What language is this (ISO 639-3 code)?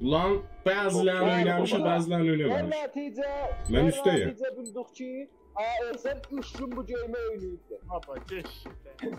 azb